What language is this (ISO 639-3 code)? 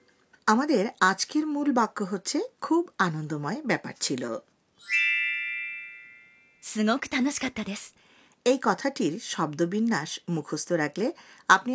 ben